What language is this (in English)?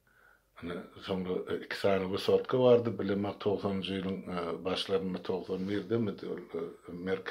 Turkmen